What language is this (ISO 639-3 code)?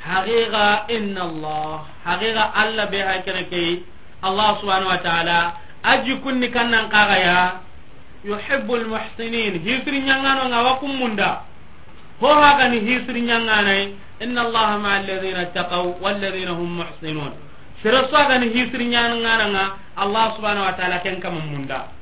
snk